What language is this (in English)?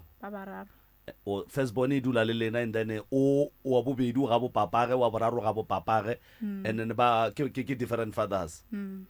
Northern Sotho